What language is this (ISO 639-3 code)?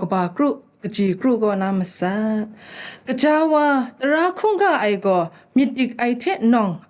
kac